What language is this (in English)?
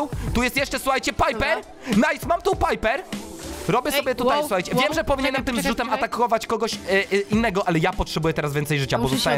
Polish